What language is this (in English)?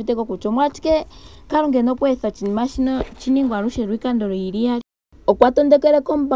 Ndonga